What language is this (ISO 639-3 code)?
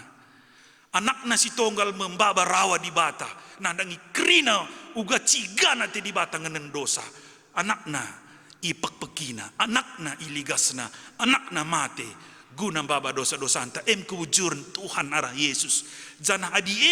btx